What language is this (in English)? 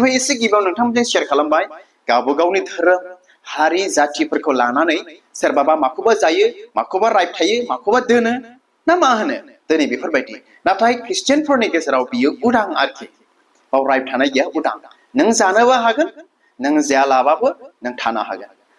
Bodo